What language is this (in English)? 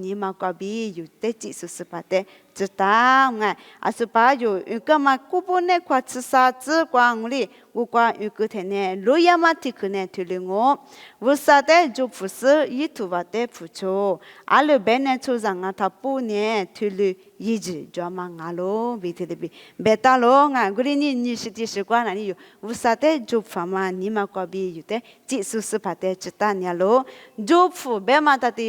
Lisu